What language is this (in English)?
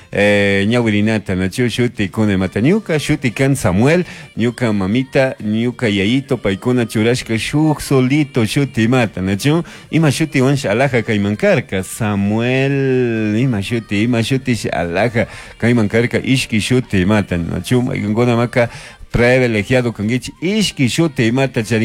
Chimborazo Highland Quichua